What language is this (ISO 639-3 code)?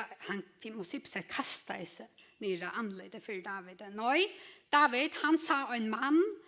fao